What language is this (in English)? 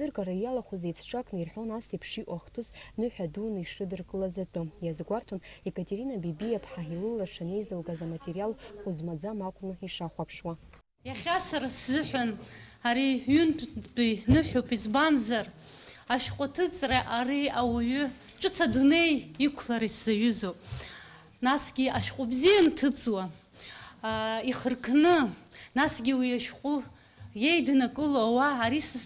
Abkhazian